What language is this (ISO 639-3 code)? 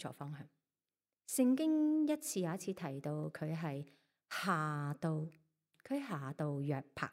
yue